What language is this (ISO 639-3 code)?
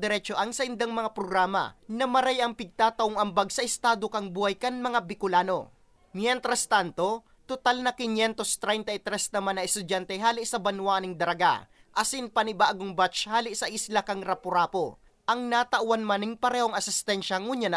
bik